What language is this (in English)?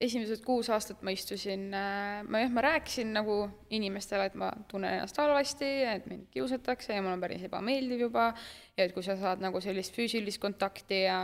Estonian